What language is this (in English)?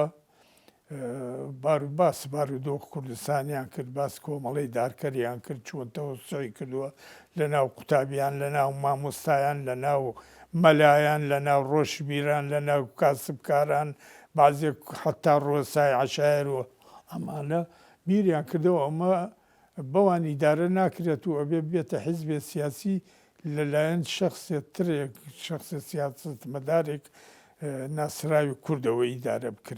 Central Kurdish